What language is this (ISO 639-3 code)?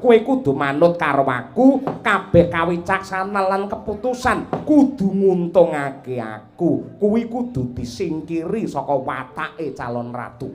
jav